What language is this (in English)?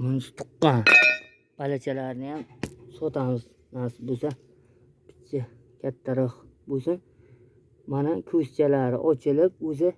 Uzbek